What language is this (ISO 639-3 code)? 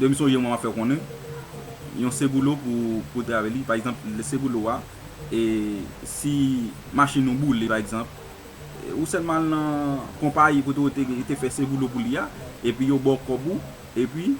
hat